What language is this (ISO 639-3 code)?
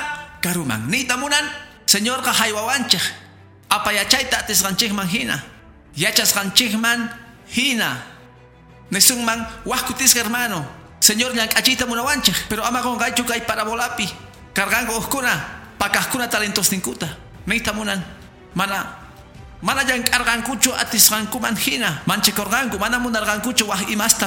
que